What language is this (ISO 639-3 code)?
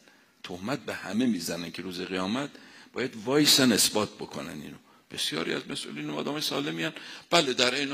fas